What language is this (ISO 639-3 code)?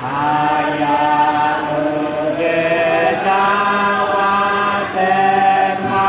nia